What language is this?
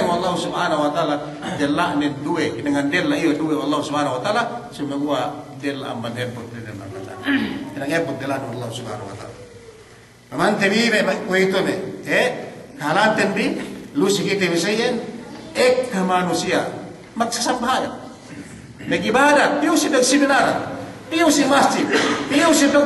Yakan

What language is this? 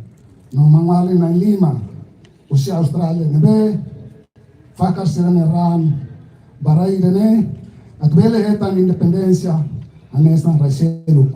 Tetum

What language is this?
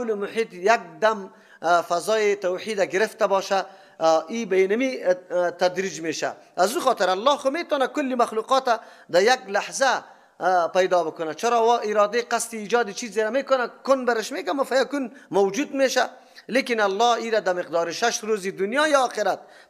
Persian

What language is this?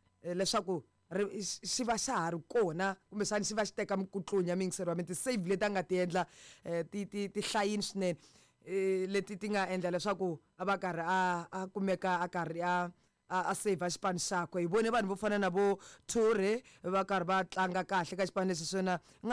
Tsonga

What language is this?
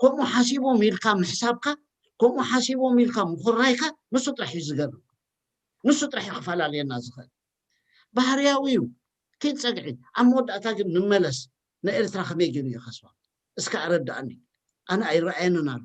Tigrinya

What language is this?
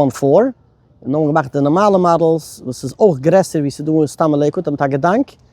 Yiddish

